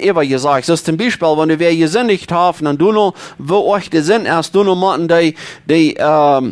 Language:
Plautdietsch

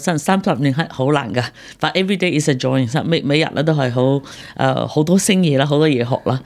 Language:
Cantonese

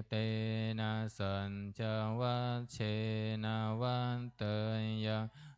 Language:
Pali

